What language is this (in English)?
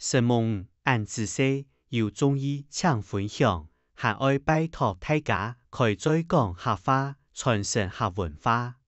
Hakka Chinese